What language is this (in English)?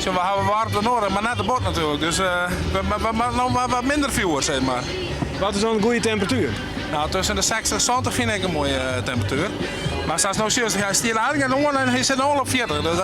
Western Frisian